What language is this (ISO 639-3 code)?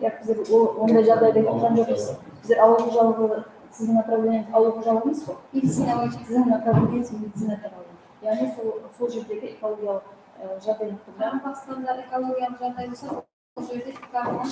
kaa